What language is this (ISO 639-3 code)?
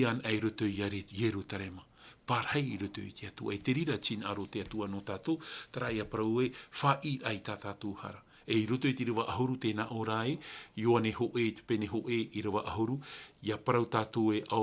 tah